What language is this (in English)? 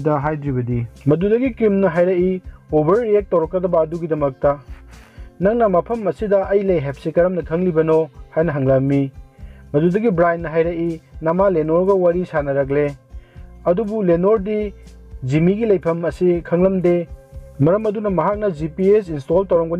Manipuri